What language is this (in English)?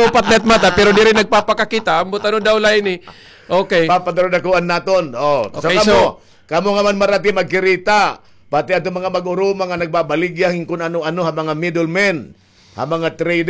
Waray